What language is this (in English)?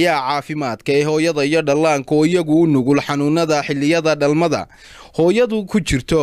Somali